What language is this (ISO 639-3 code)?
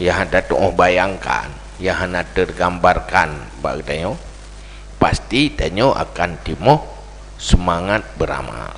ace